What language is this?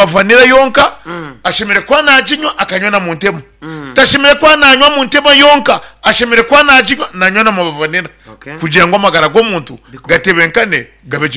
Nyankole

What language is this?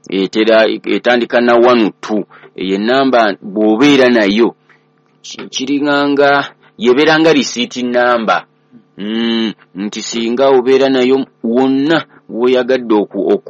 Ganda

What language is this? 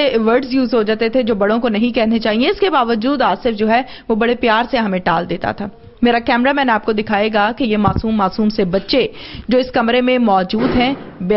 Urdu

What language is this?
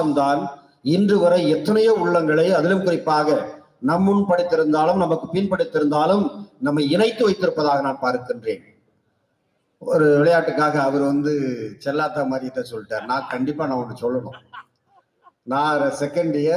Tamil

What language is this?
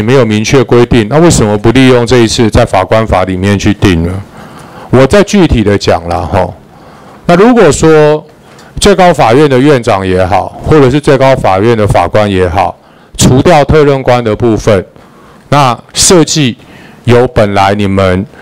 Chinese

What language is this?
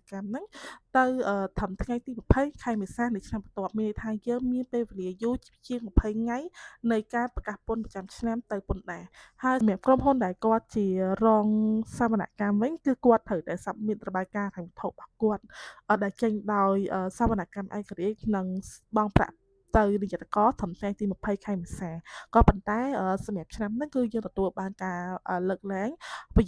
Khmer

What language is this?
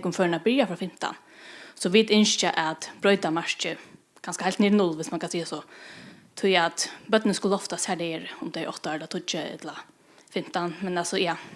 Faroese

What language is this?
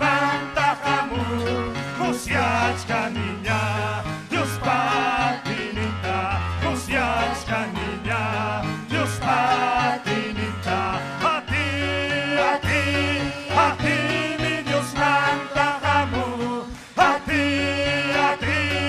Ayacucho Quechua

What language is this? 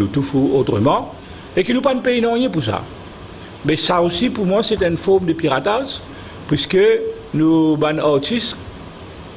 Morisyen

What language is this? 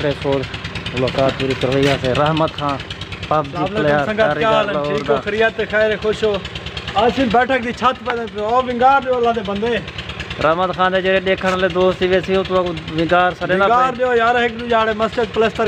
Saraiki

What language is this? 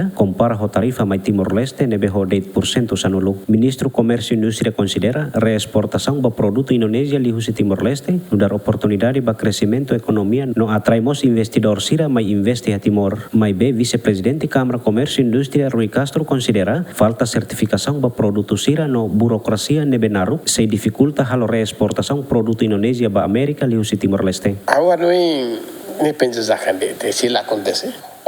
Tetum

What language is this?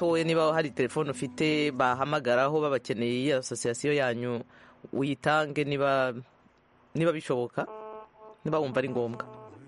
Kinyarwanda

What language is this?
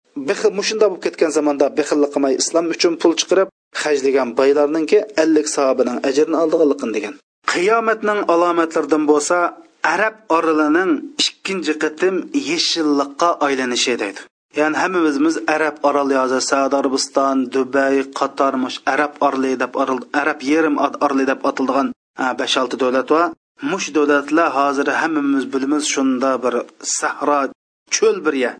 Uyghur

